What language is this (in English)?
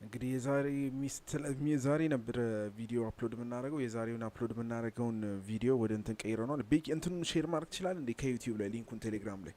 Amharic